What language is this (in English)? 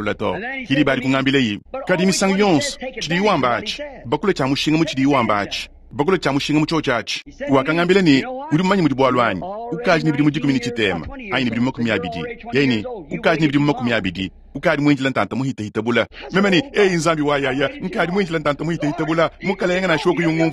Luba-Lulua